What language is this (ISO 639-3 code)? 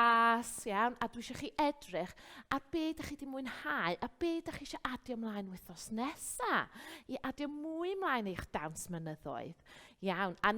cym